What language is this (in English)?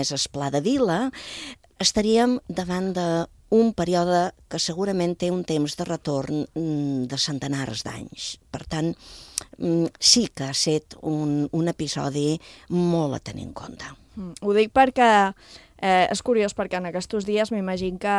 Catalan